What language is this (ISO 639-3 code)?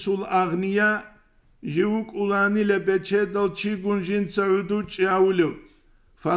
ava